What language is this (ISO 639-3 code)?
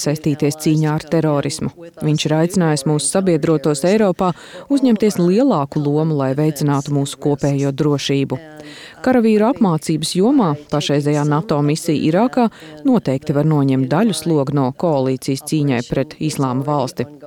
lav